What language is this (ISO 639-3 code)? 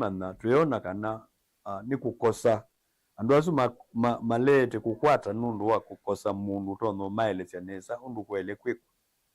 kam